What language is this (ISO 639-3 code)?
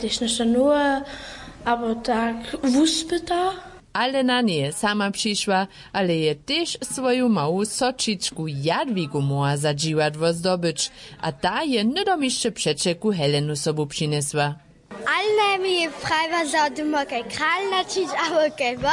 hsb